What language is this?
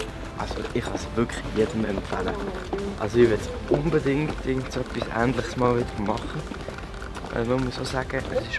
Swiss German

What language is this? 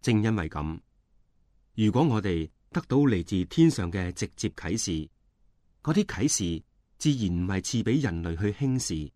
Cantonese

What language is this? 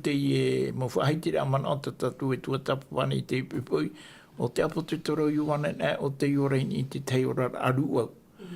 Tahitian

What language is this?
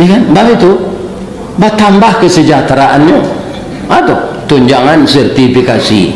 Minangkabau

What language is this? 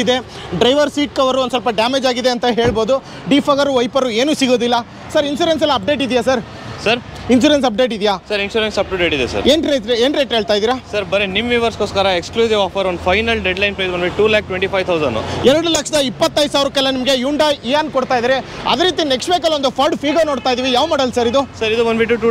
Kannada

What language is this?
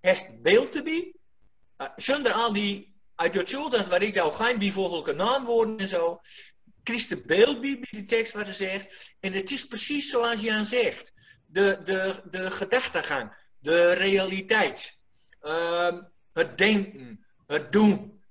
Gronings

